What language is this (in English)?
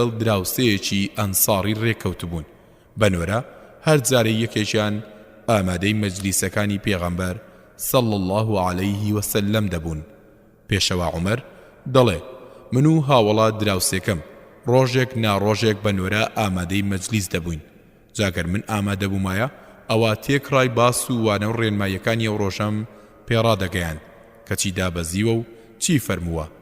Central Kurdish